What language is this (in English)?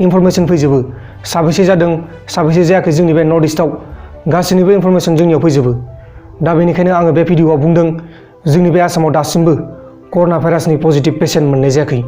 Bodo